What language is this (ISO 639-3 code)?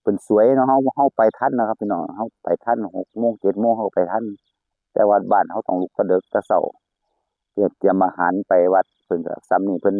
tts